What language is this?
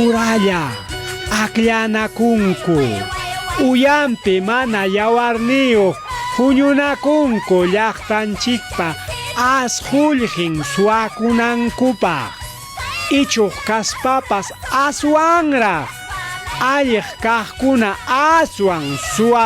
Ayacucho Quechua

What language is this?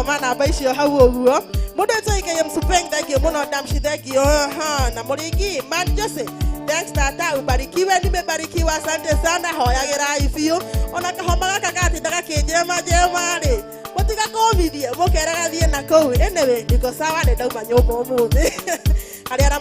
Kikuyu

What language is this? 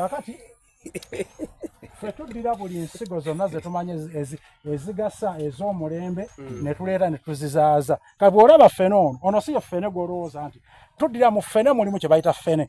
Soga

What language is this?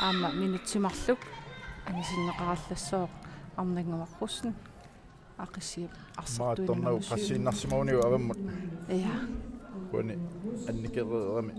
Kalaallisut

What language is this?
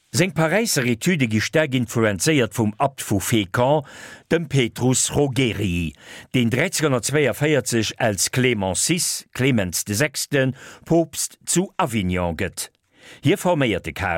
Luxembourgish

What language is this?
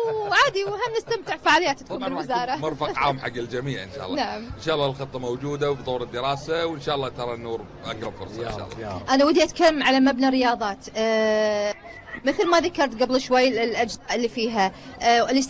Gulf Arabic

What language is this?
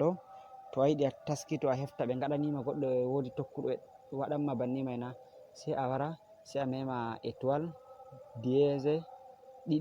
Fula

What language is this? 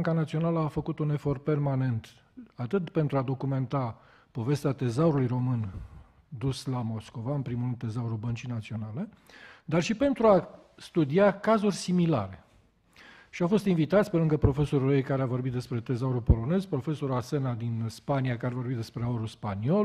Romanian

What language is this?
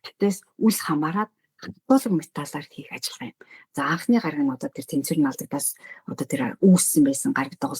Mongolian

